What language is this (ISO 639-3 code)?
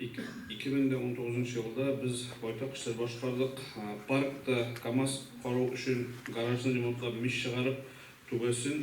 tat